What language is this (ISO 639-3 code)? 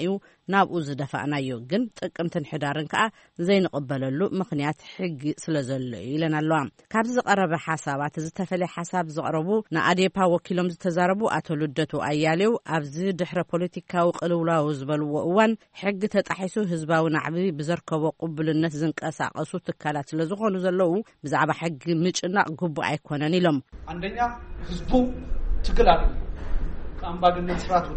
tir